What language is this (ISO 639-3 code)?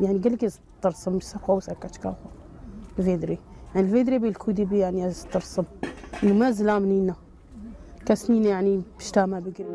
kur